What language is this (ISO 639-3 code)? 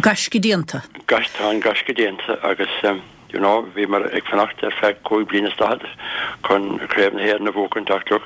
gle